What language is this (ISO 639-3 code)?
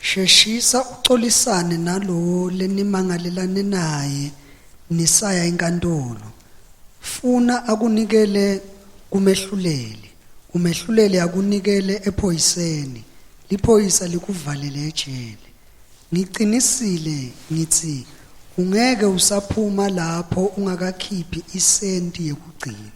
ssw